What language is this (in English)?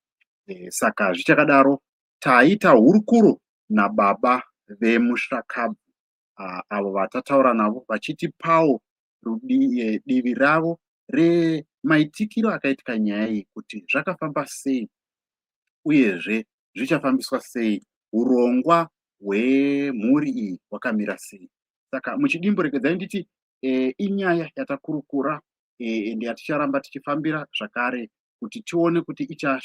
Shona